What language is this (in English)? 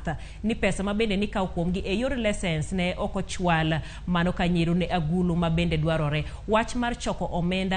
Luo (Kenya and Tanzania)